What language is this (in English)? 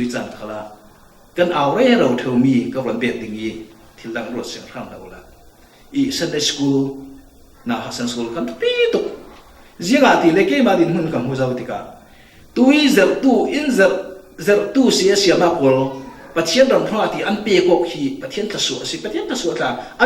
Falam Chin